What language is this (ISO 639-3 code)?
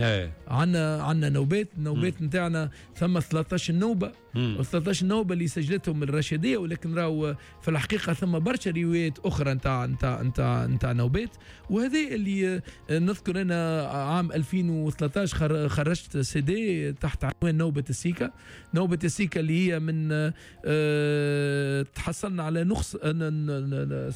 aeb